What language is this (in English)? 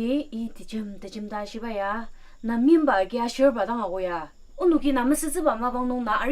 Ao Naga